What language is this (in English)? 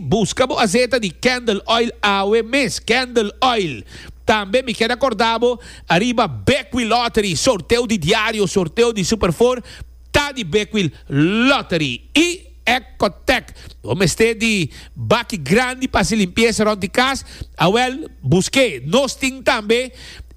Papiamento